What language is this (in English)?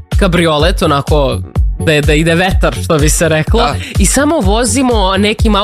Serbian